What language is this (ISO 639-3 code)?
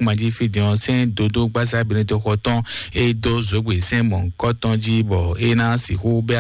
fon